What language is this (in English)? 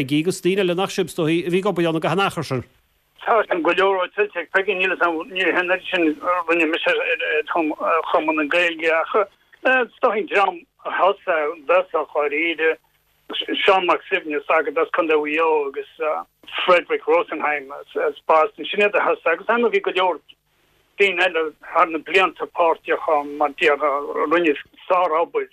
Irish